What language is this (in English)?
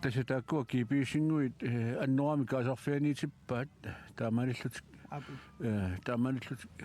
Kalaallisut